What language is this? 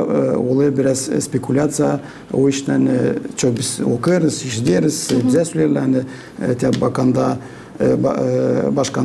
Gagauz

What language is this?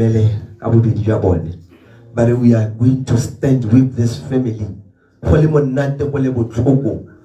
Tswana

